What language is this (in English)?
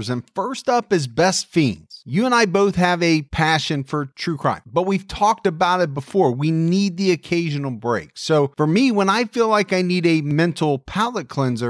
English